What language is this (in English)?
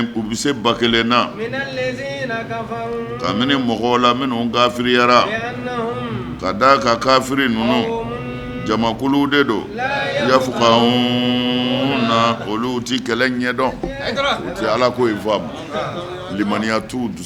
Bambara